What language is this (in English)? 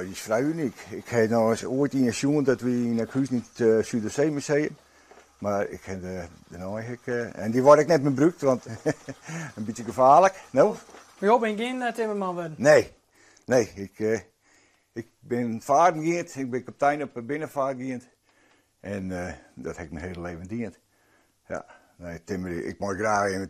Western Frisian